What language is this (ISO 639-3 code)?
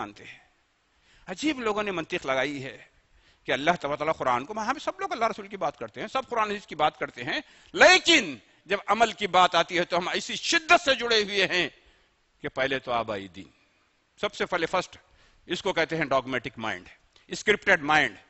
urd